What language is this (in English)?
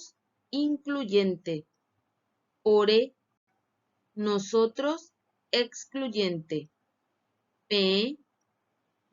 Guarani